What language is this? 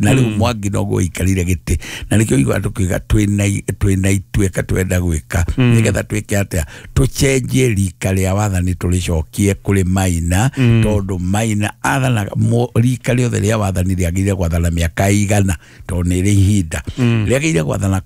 Kikuyu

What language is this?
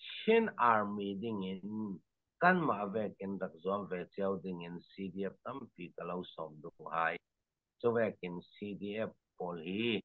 Falam Chin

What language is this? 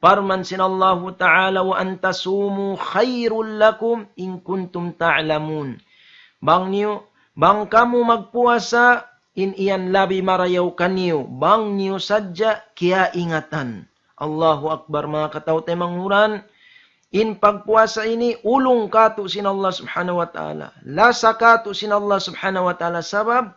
Tausug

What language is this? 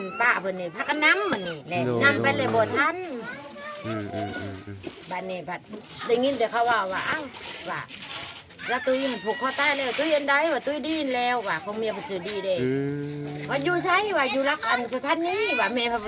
Lao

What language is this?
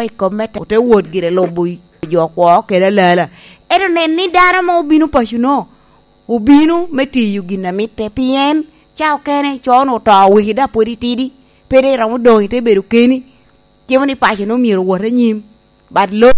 Lango (Uganda)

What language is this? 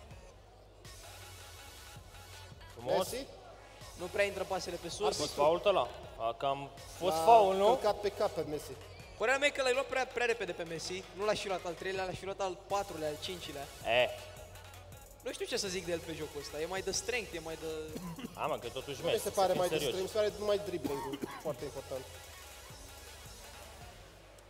Romanian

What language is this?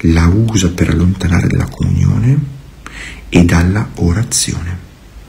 Italian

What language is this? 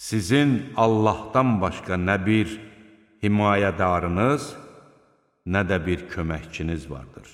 Azerbaijani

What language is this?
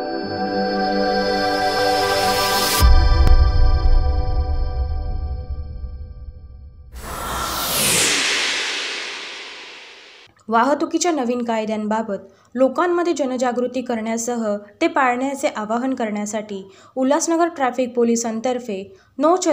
Marathi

